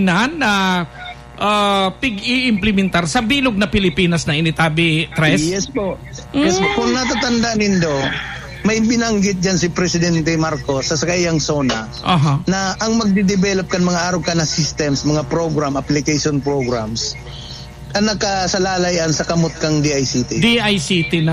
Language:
Bikol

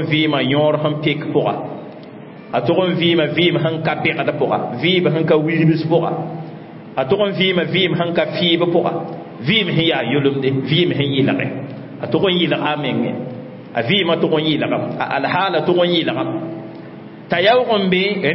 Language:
Mossi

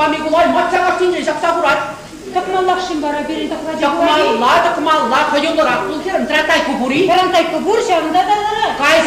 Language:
Chuvash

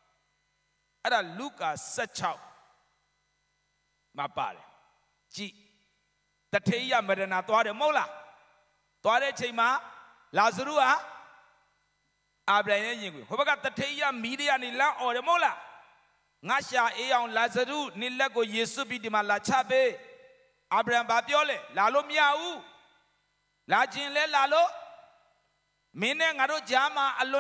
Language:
Burmese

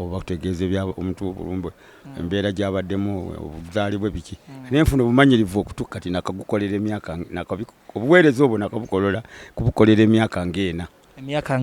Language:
Ganda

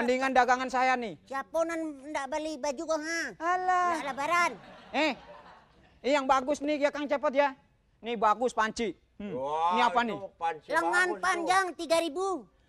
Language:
Betawi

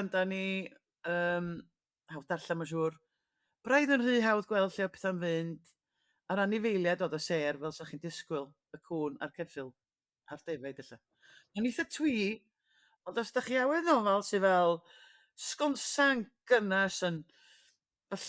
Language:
Welsh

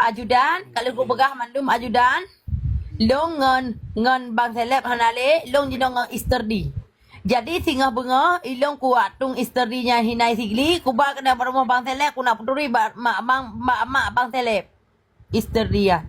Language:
Achinese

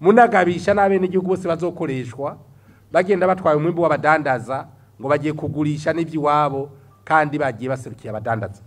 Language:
Rundi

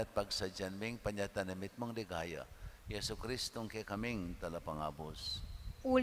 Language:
Pampanga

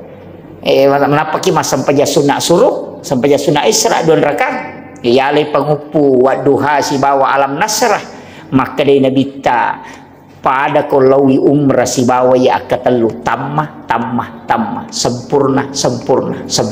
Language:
Buginese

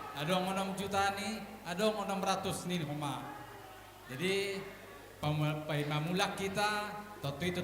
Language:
Batak Simalungun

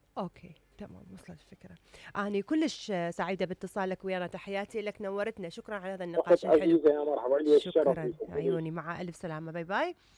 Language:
Mesopotamian Arabic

